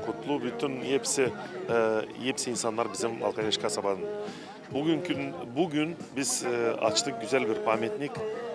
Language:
Gagauz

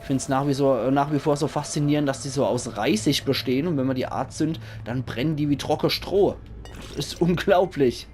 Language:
Palatine German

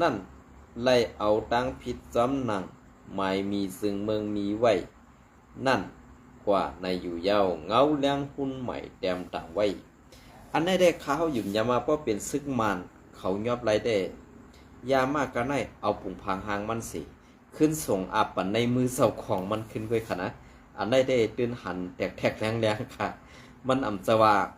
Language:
Shan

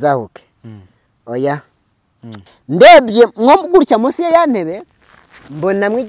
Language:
Kinyarwanda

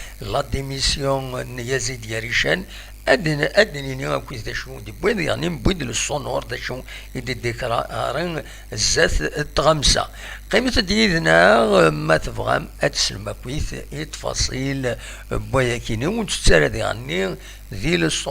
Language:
Kabyle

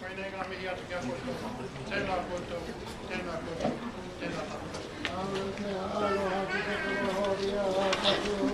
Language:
Māori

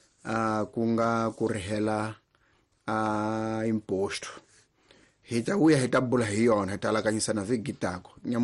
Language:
Tsonga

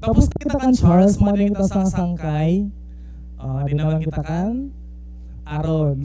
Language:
Waray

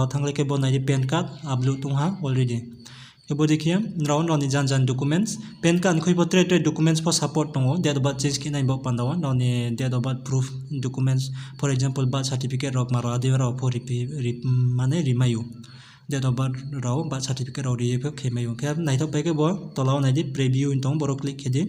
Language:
Riang (India)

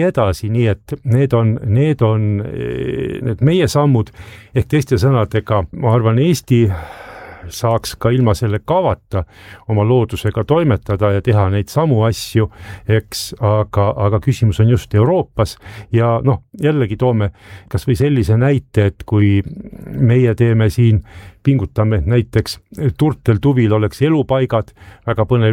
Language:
Estonian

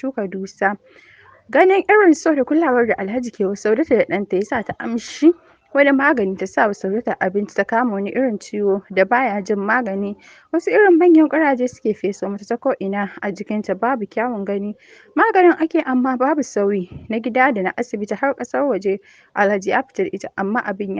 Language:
Hausa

